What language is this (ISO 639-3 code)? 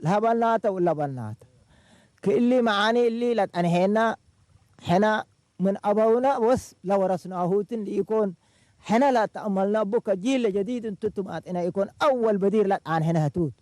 tig